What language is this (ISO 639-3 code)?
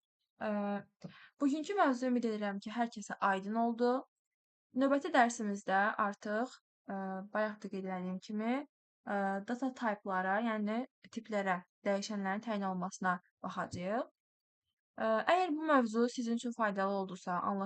aze